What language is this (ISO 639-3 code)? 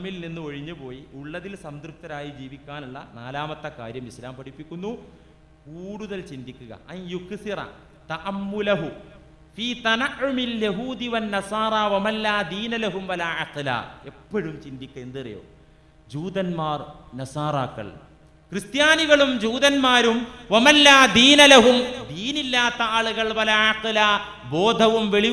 mal